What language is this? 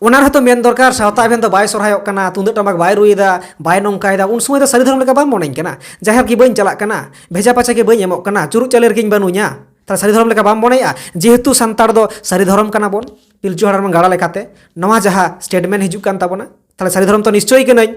Santali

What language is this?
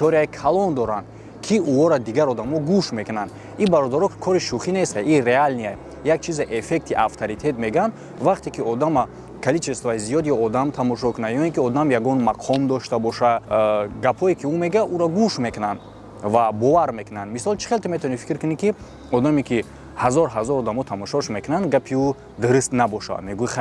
Tajik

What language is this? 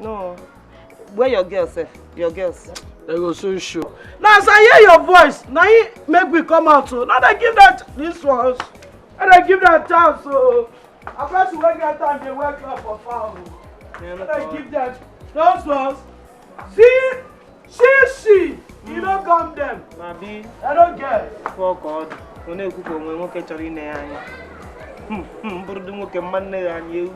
Nigerian Pidgin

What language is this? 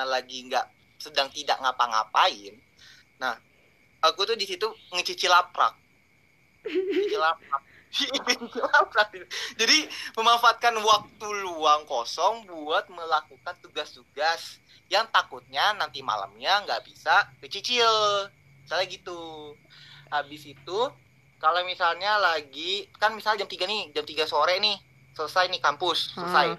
Indonesian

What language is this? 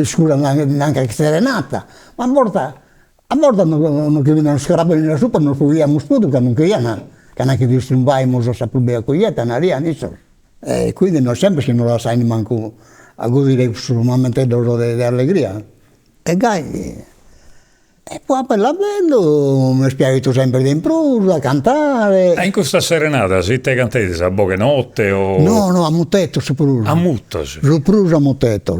Sardinian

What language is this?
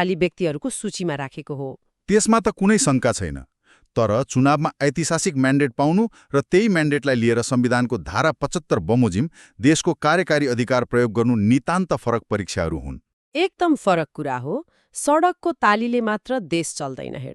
Nepali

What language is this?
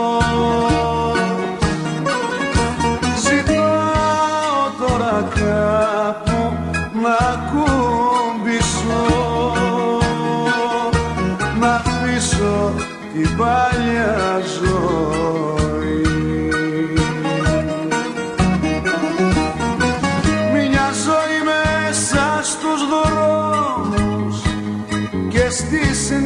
Greek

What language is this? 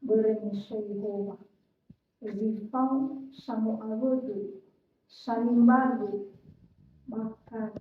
Nias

